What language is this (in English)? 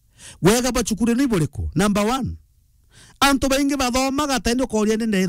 Meru